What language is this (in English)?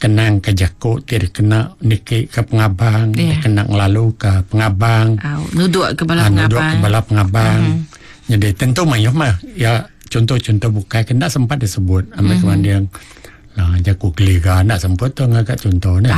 Iban